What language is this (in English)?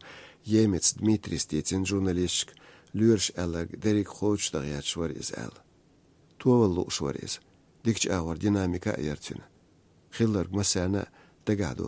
Chechen